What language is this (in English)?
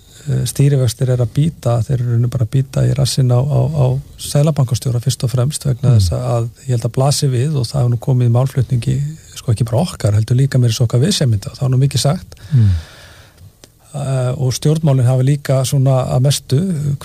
Icelandic